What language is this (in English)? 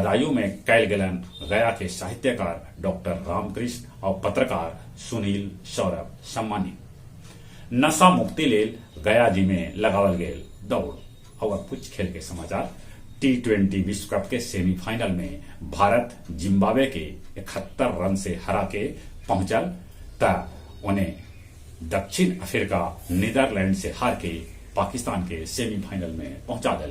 Magahi